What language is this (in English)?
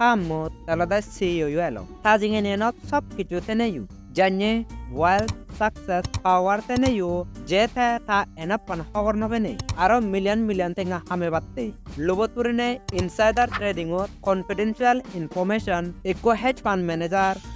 Chakma